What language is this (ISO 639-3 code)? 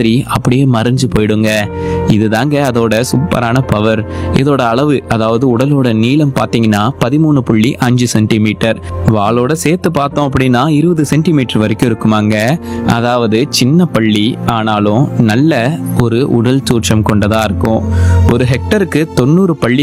tam